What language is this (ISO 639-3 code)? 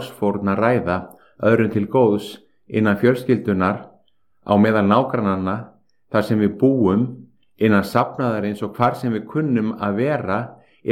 isl